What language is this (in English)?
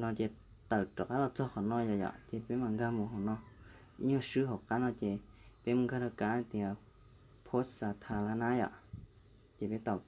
Hmong